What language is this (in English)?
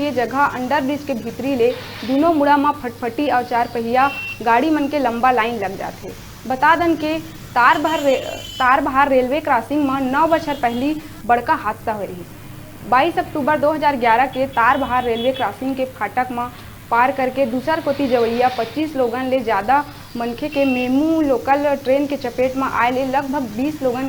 Chhattisgarhi